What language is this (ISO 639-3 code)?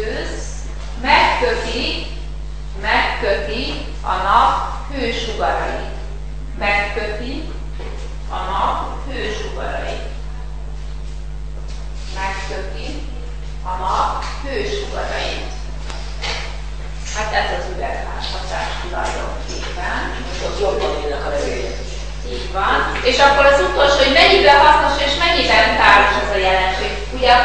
hun